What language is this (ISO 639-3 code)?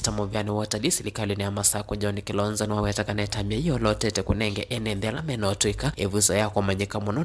kam